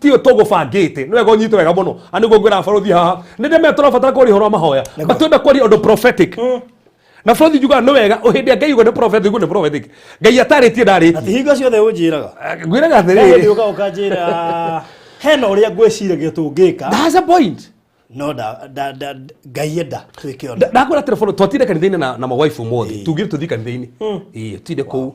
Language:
Kikuyu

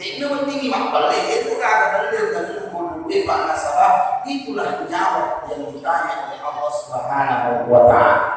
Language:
Buginese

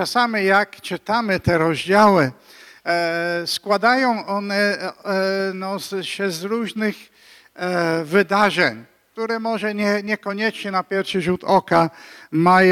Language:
Polish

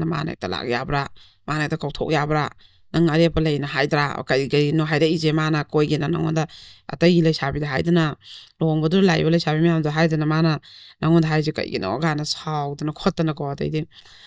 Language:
Manipuri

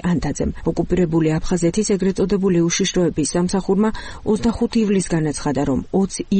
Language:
Georgian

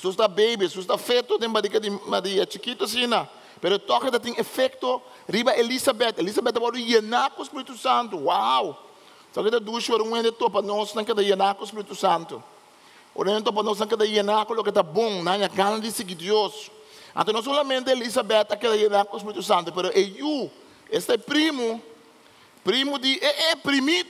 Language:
Papiamento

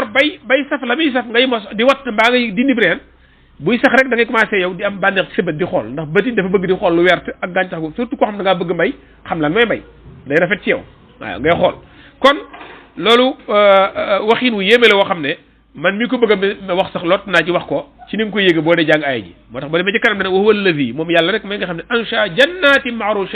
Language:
Wolof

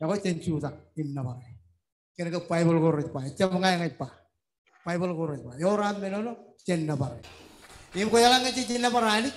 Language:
Marshallese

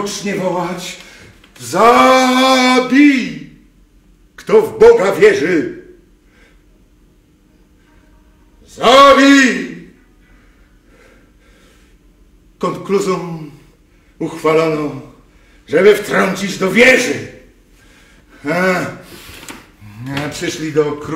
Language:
Polish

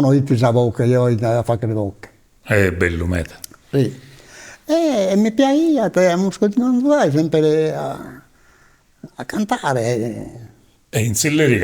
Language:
Sardinian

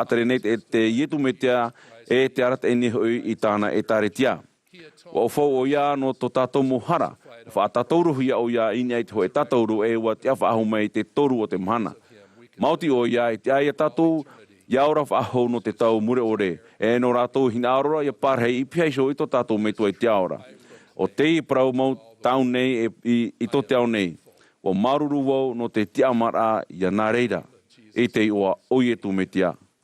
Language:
Tahitian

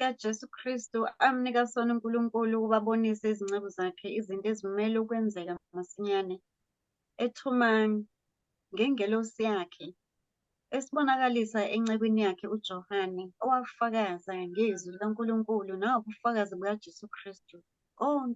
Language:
Zulu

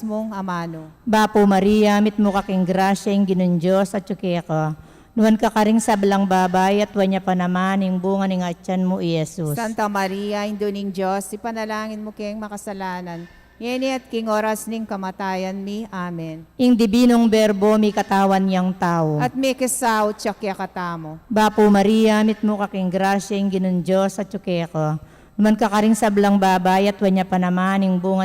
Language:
Pampanga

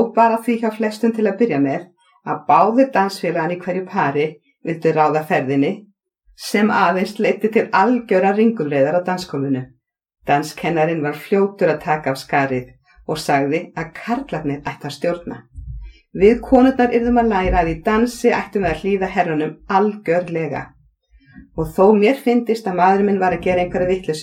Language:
Icelandic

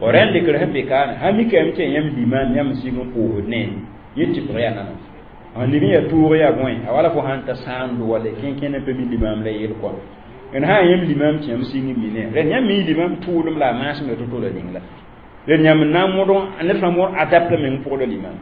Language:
Mossi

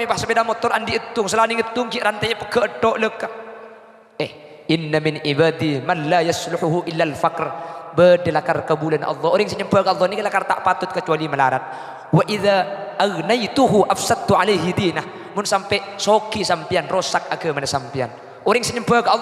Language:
Madurese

